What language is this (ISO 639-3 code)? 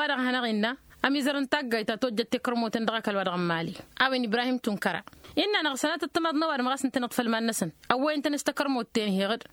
taq